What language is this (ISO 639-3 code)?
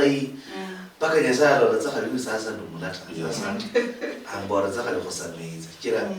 luy